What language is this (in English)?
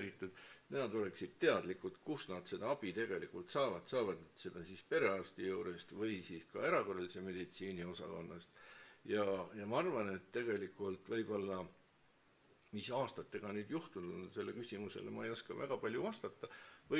Estonian